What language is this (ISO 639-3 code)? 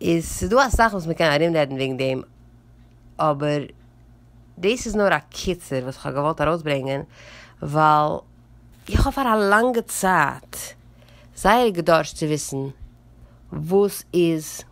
yid